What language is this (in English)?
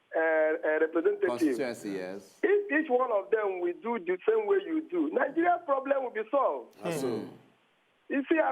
Nigerian Pidgin